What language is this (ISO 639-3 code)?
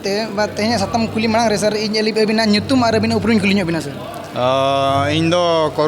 sat